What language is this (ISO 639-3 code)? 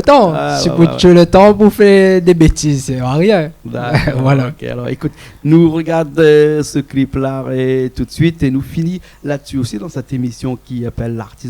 rcf